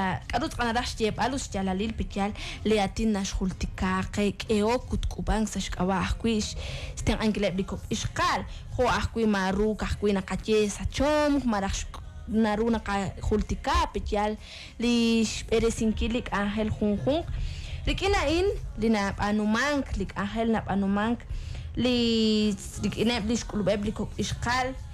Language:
Kekchí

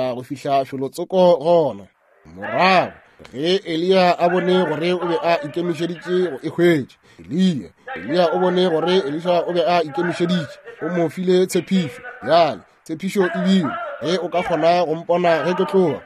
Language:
Northern Sotho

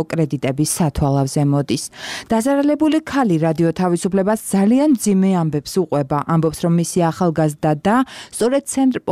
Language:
Georgian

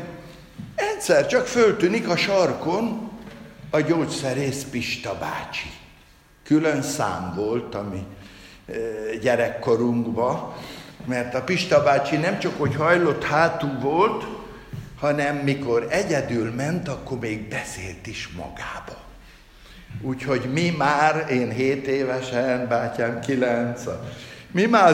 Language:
Hungarian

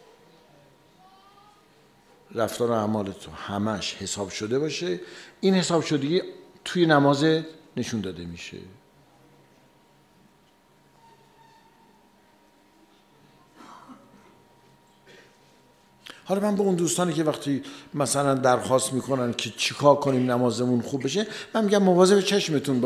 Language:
Persian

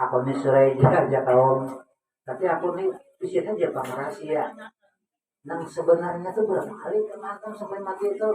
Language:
Banjar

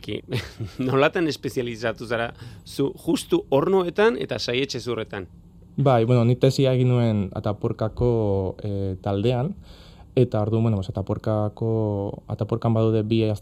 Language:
Basque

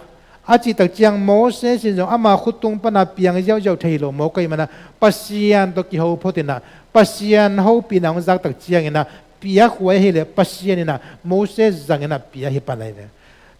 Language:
Tedim Chin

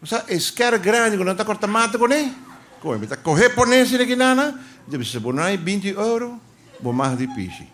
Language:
Papiamento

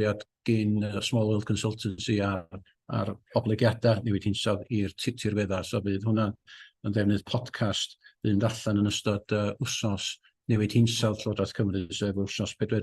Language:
Welsh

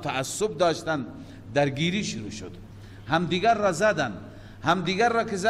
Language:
Persian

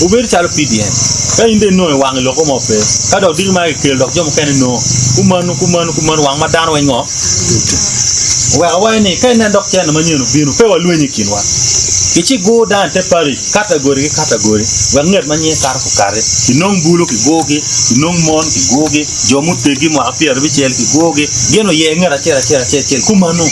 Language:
Acoli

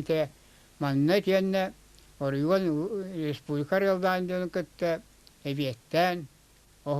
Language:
Yakut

